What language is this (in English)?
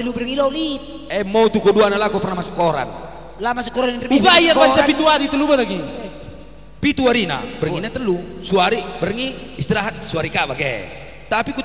Batak Karo